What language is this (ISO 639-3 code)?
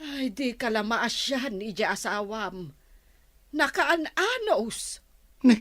ilo